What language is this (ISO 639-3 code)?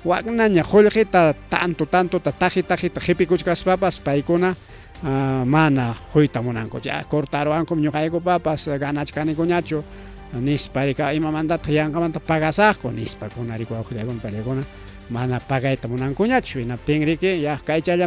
quy